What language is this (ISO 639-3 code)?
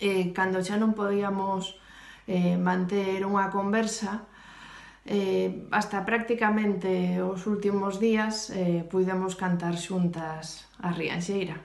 glg